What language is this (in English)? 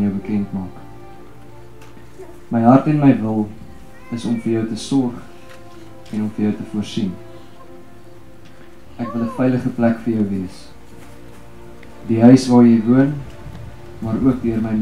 Afrikaans